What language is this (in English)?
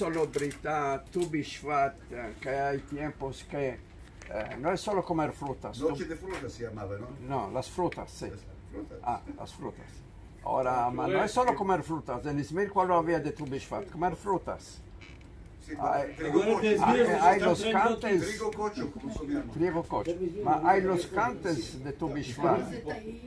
Ladino